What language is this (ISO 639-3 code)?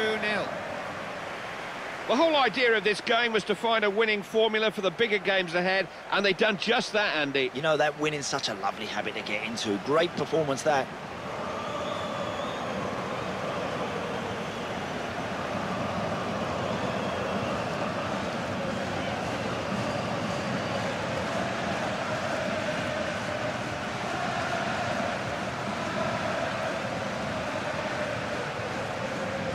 eng